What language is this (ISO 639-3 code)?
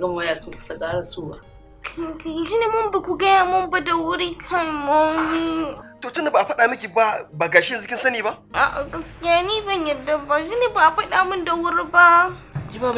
hau